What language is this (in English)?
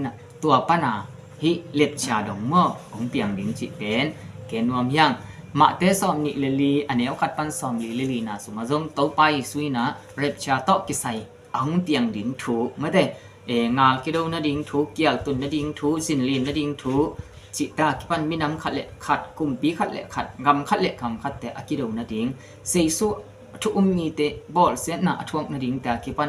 Tedim Chin